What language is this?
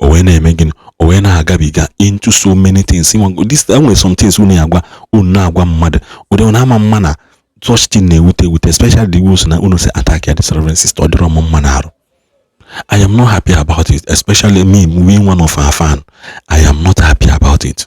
Igbo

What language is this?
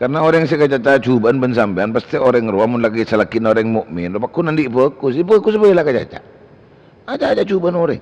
Madurese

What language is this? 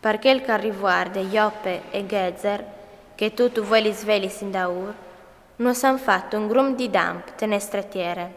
Friulian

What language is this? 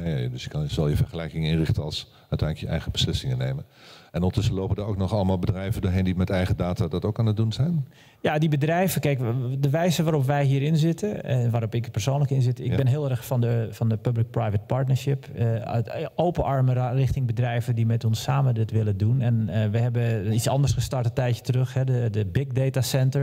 Dutch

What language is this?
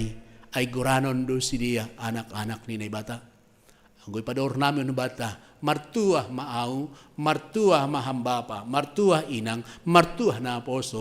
Batak Simalungun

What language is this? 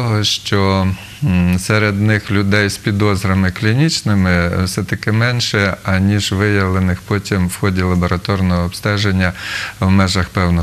Ukrainian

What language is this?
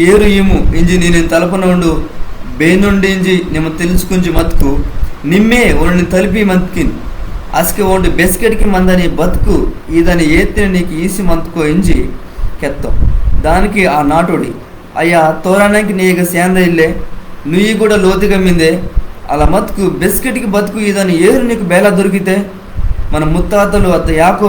Koya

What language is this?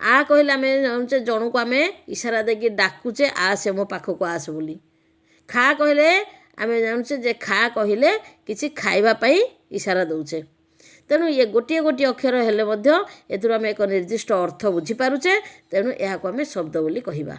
Odia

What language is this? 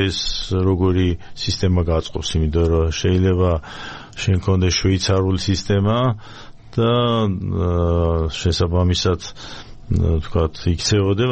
Georgian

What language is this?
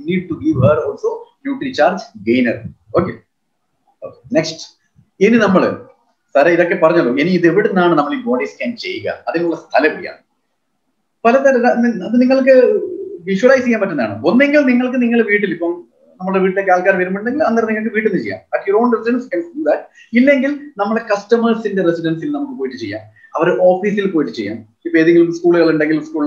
Malayalam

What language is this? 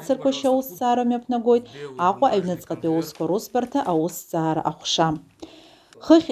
Abkhazian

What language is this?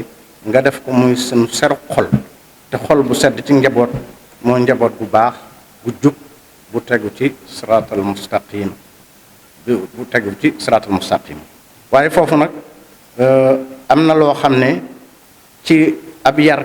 Wolof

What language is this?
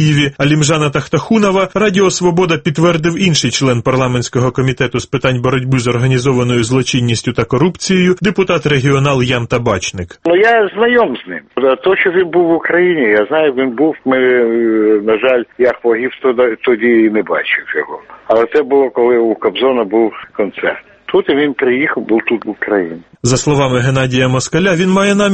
Ukrainian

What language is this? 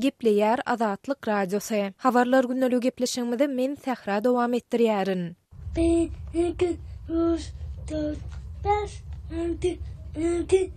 Turkmen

